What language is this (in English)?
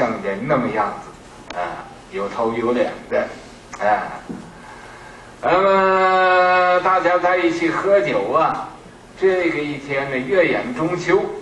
Chinese